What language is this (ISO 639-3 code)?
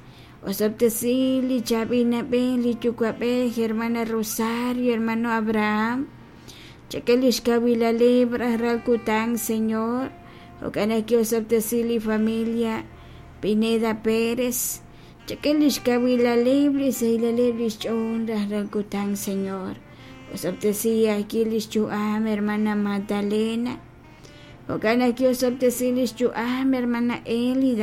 kek